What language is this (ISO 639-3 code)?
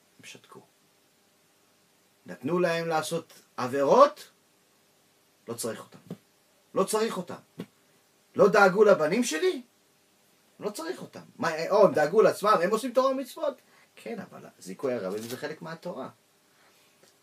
heb